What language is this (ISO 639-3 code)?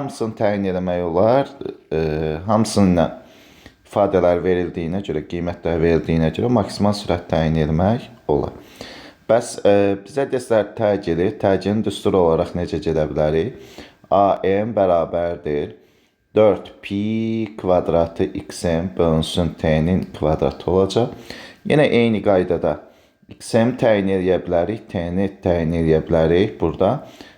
aze